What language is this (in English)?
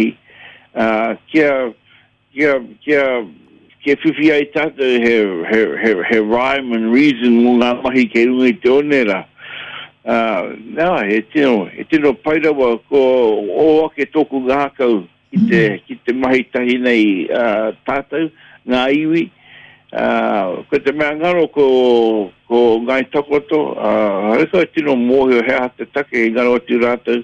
Māori